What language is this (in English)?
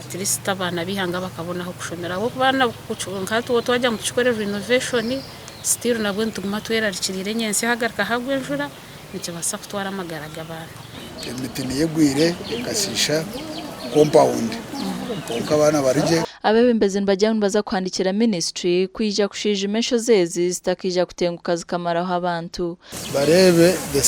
Nyankole